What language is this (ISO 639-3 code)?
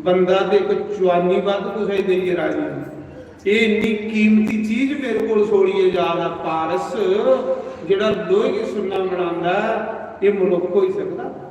doi